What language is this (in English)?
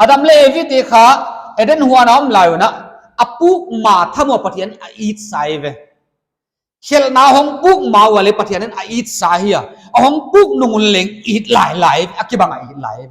Paite Chin